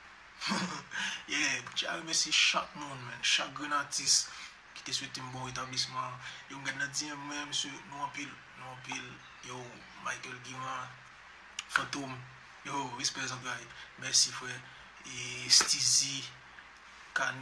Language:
Haitian Creole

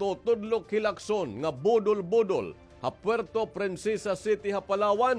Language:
Waray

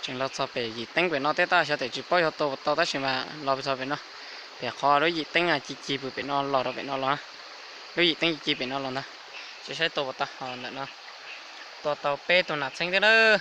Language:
Hmong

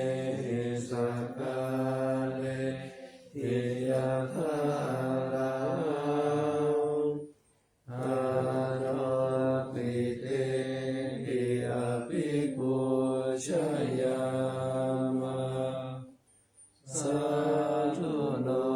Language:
Pali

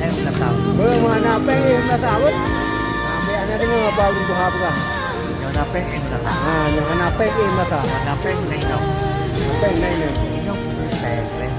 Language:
Achinese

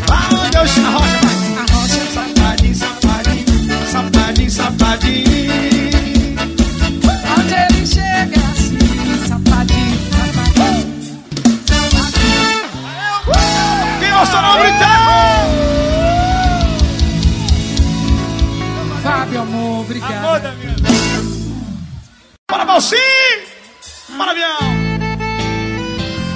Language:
Portuguese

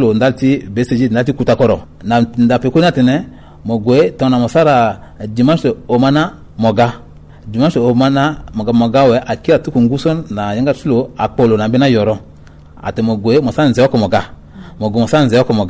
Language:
Sango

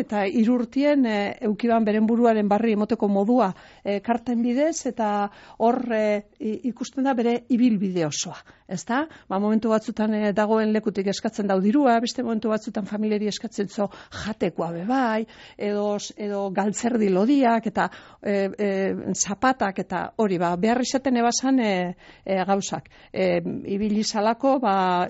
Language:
Basque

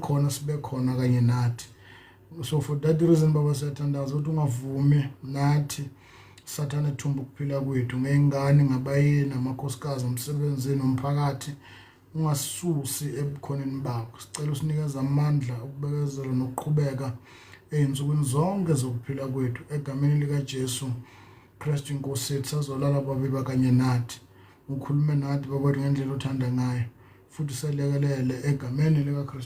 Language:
Zulu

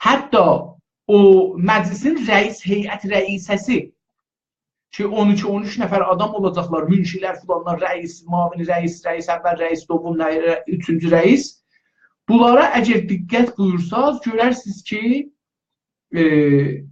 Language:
South Azerbaijani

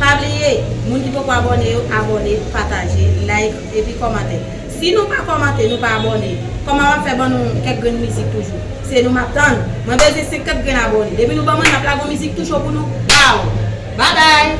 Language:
Haitian Creole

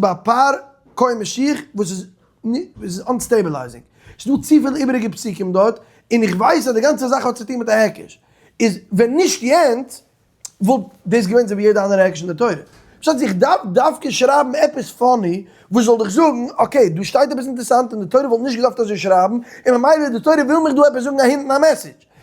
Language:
Yiddish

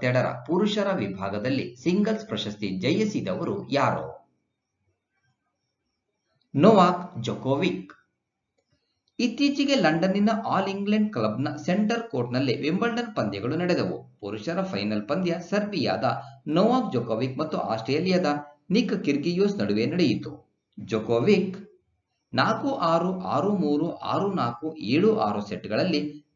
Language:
Kannada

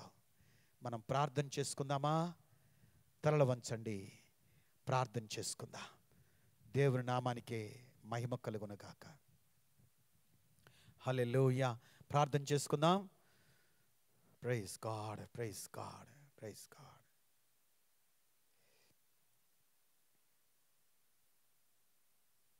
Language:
Telugu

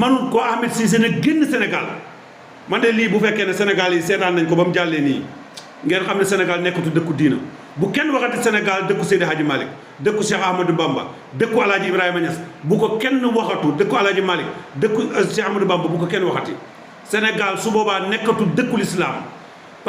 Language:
Wolof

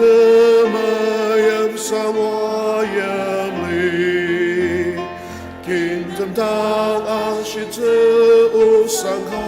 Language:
Ao Naga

